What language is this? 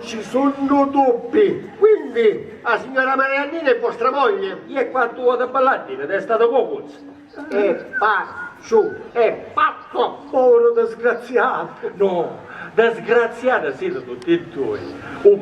Sicilian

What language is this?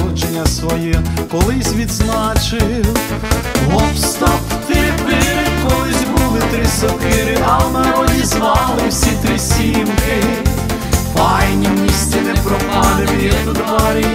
Ukrainian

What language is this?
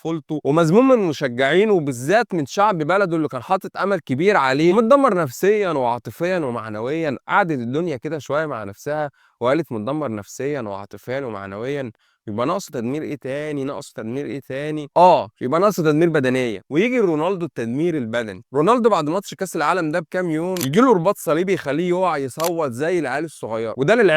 Egyptian Arabic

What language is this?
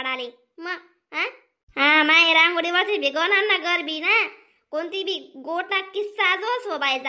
Khandesi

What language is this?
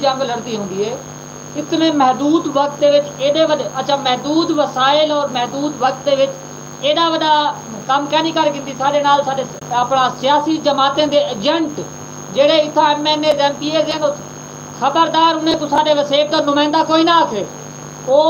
Saraiki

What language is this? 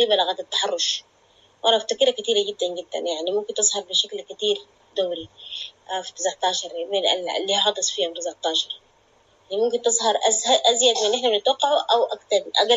Sudanese Arabic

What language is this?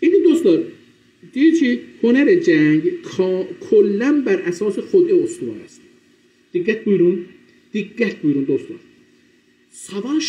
South Azerbaijani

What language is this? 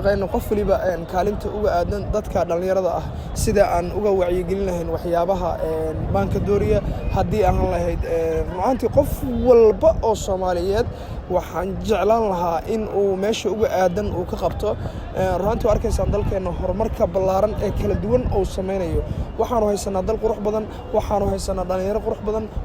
Somali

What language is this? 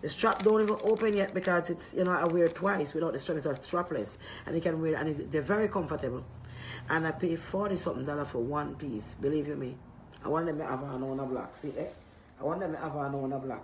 Jamaican Creole English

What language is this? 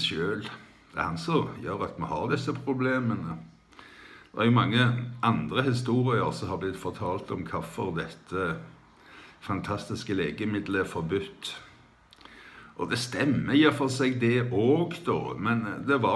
Norwegian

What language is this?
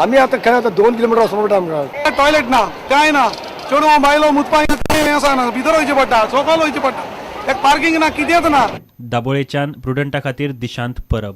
Konkani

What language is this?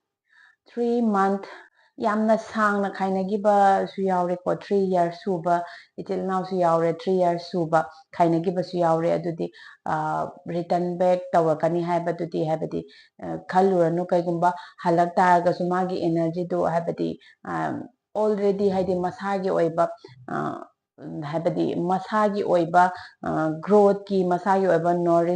Manipuri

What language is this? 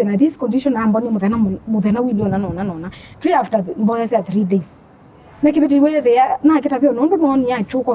Kamba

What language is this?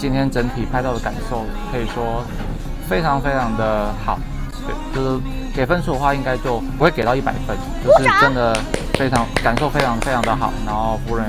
Chinese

